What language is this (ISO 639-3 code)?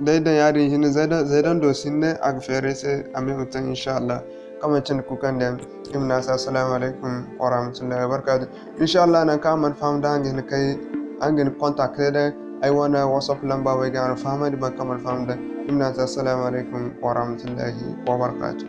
dje